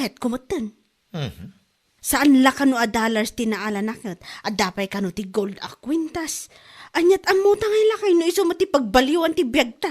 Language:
Iloko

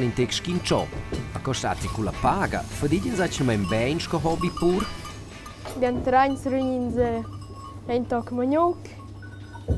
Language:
Romansh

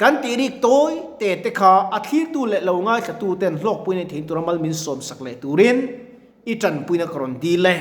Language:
Mizo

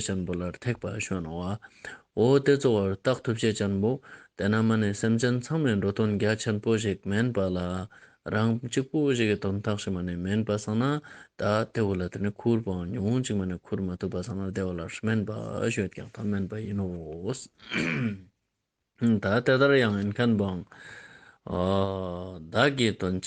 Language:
Ladakhi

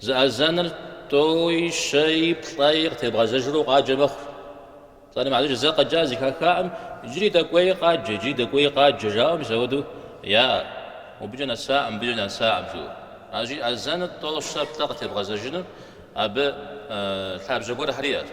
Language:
Kabardian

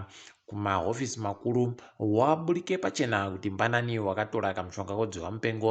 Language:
Ndau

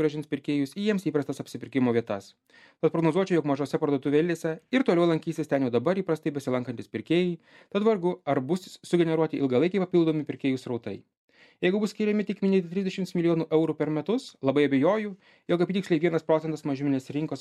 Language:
Lithuanian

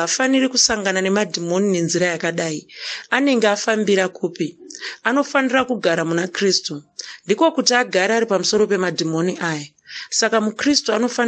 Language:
Shona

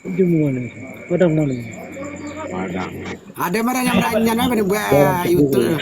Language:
Minangkabau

